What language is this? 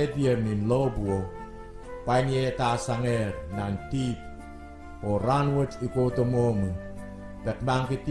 Pohnpeian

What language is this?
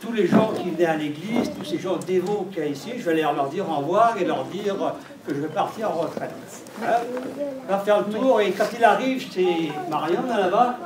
Breton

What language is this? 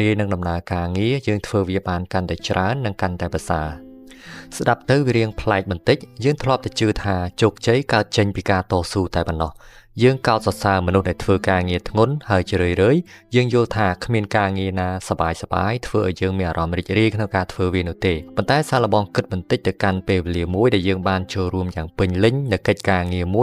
Khmer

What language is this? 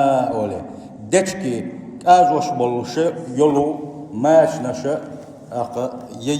Chechen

